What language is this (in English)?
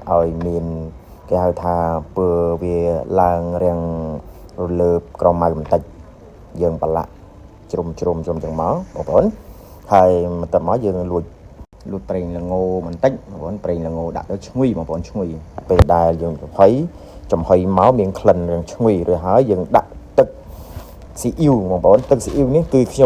Khmer